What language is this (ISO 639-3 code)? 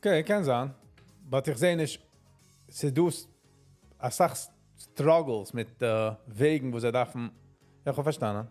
yid